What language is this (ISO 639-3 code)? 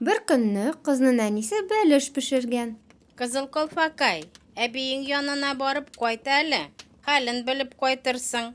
tat